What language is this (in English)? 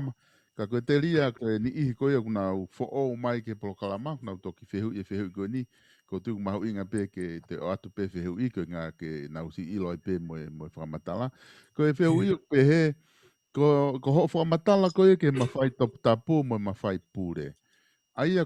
Tongan